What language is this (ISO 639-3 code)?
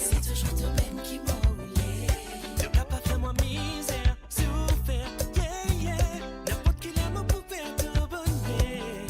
mfe